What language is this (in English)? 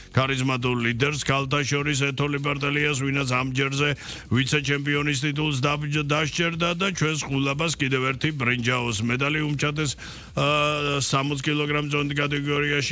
Georgian